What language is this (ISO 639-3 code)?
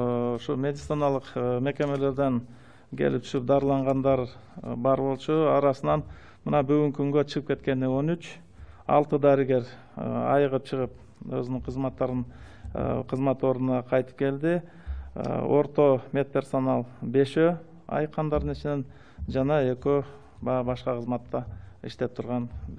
kir